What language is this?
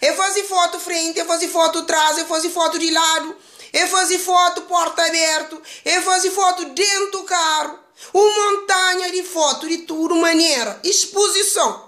Kabuverdianu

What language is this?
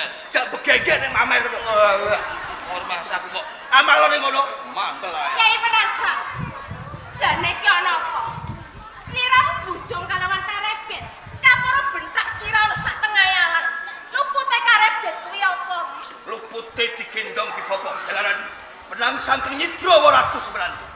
Javanese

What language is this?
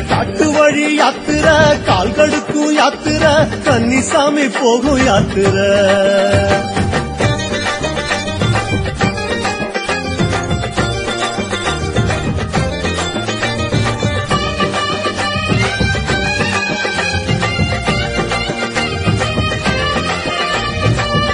Tamil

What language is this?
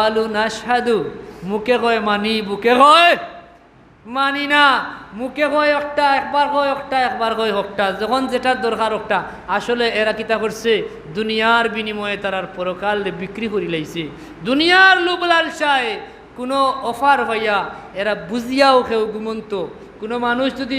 Sylheti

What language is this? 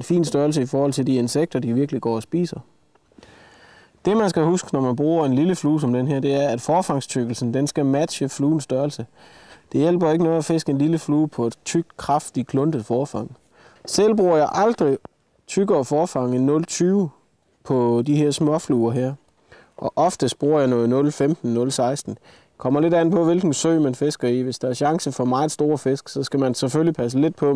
Danish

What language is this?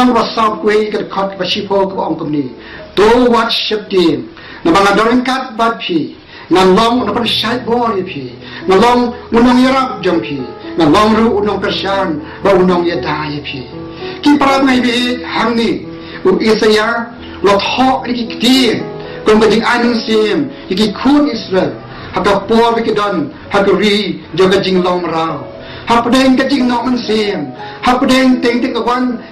Khasi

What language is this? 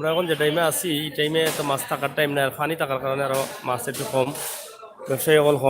Sylheti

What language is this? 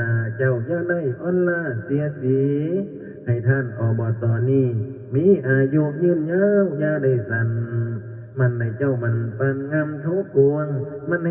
Northeastern Thai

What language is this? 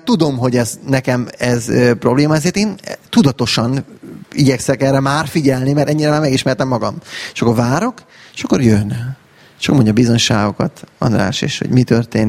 Hungarian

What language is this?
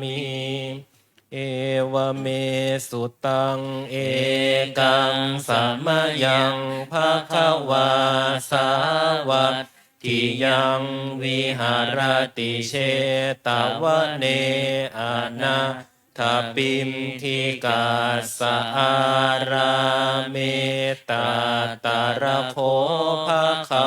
Pali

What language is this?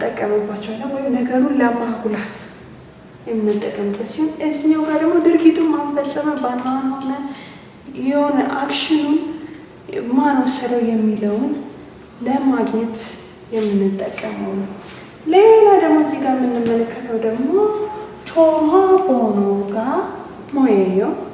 Amharic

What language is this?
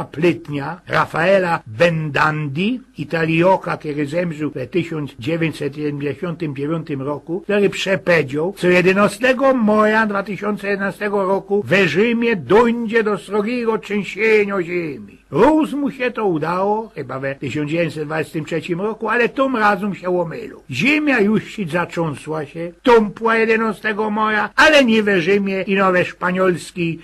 Silesian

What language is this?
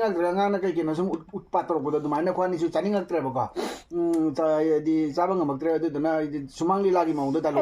Manipuri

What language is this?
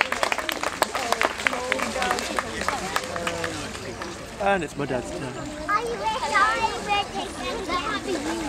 English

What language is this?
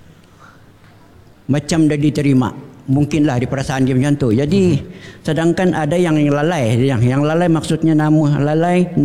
Malay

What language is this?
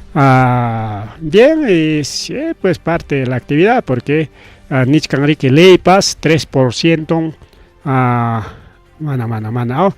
Ayacucho Quechua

